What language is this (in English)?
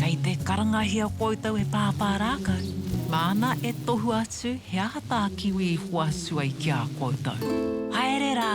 Māori